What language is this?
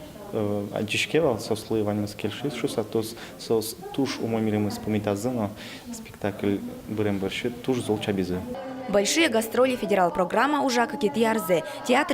Udmurt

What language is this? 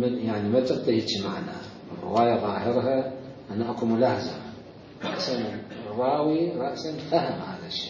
Mesopotamian Arabic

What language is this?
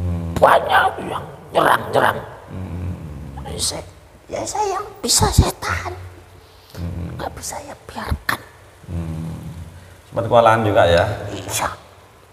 Indonesian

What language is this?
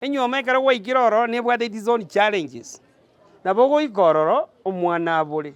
Gusii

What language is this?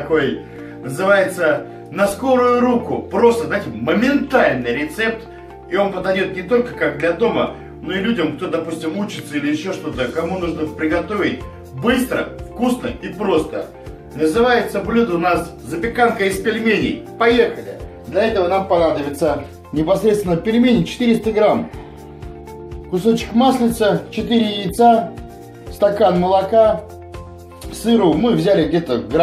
Russian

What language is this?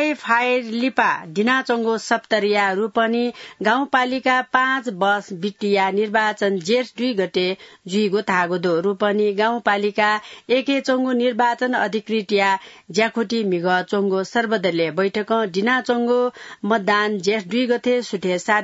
Newari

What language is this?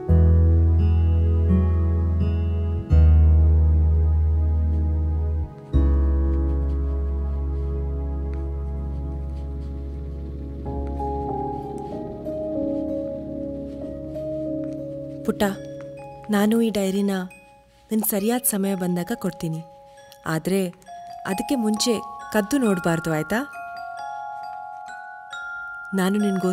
Kannada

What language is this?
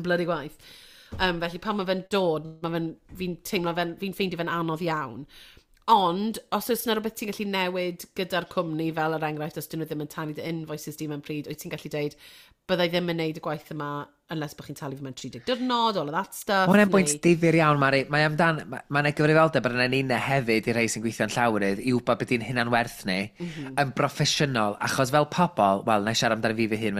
Welsh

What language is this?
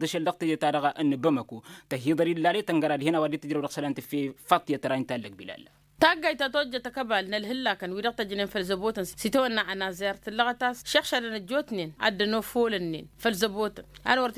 Tamasheq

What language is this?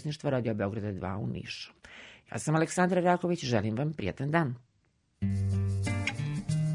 Serbian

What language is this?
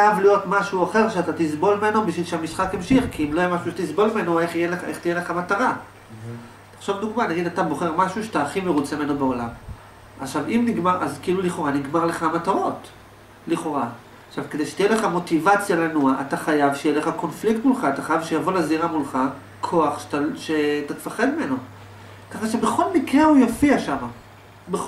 Hebrew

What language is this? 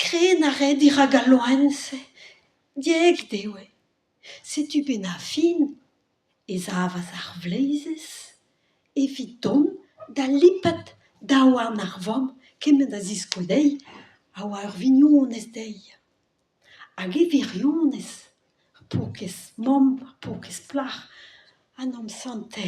Breton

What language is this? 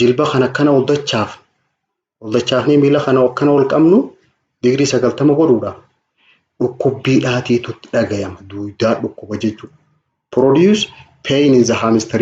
Oromo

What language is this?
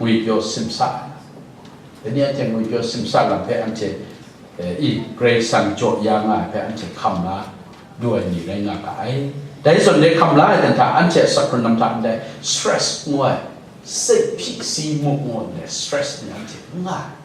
Kachin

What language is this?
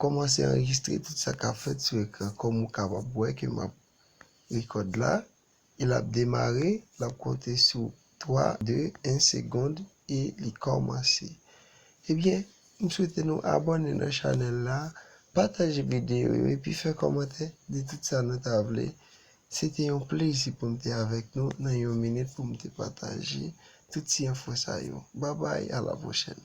Haitian Creole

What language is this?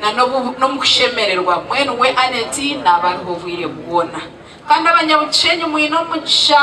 Nyankole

